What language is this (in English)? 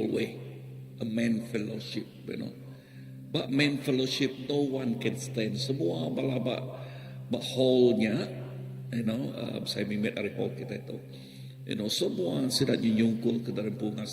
Iban